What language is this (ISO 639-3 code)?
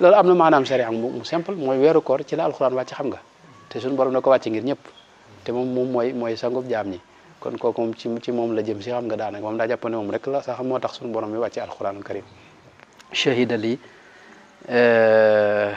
wol